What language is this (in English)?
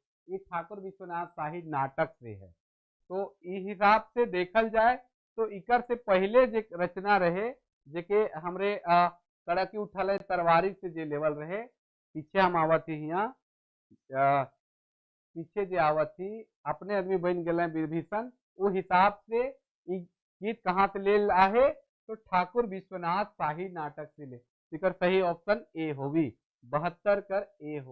Sadri